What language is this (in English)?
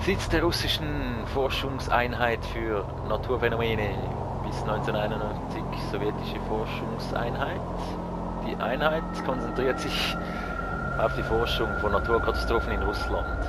Swiss German